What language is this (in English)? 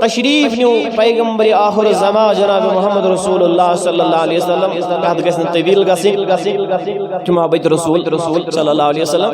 Kashmiri